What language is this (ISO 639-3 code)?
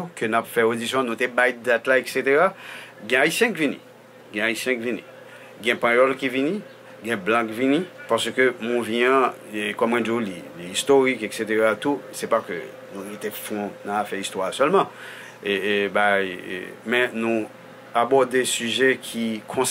hat